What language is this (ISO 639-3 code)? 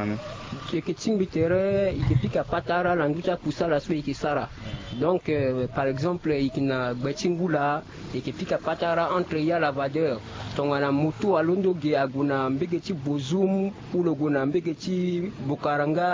sag